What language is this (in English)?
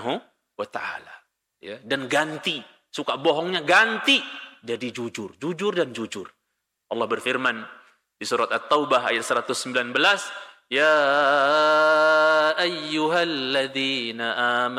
Indonesian